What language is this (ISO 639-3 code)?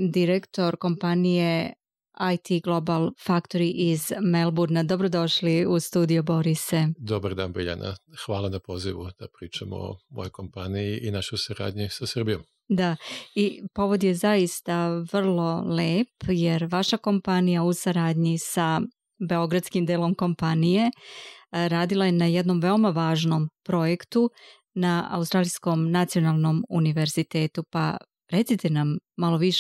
srp